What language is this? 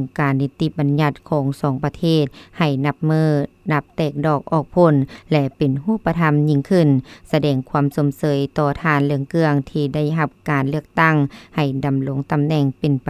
Lao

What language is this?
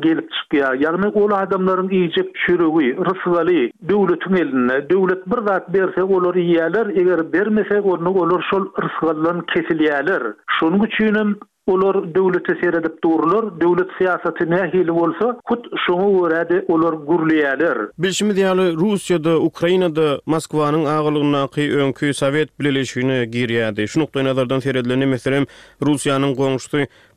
Turkmen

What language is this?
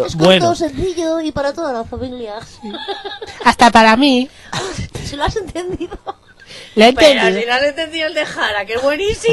Spanish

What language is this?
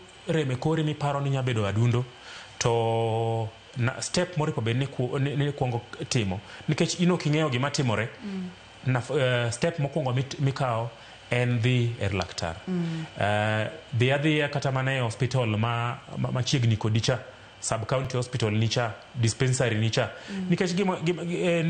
Luo (Kenya and Tanzania)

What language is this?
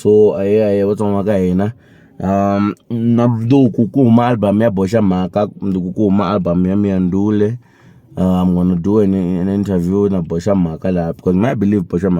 Tsonga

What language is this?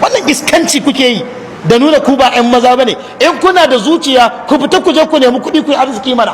Hausa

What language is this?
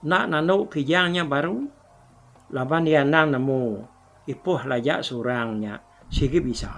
Iban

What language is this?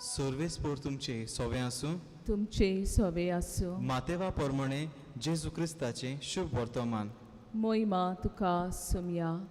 Konkani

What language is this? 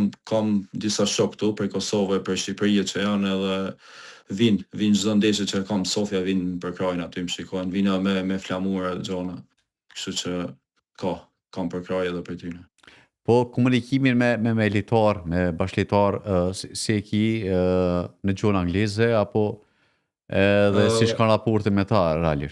Albanian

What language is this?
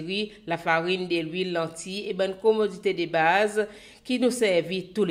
Seselwa Creole French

